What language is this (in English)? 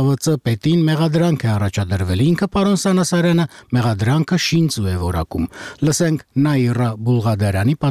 Armenian